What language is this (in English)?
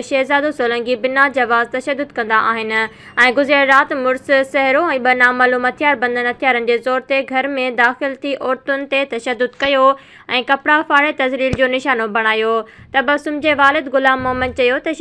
Sindhi